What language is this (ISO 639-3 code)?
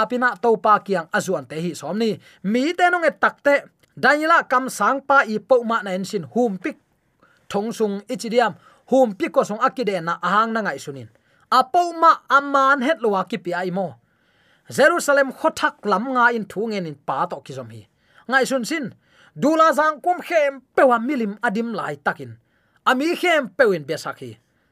ctd